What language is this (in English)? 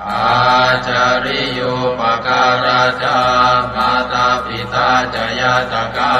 Pali